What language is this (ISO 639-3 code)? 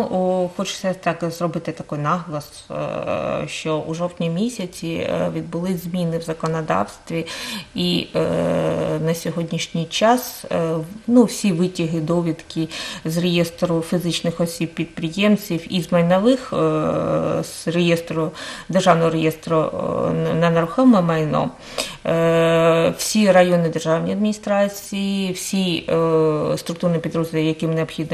ukr